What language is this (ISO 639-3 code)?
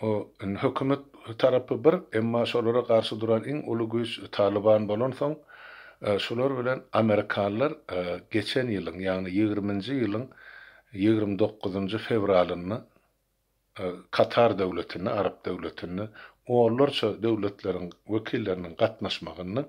tuk